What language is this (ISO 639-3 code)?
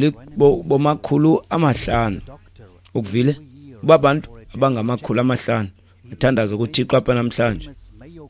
xho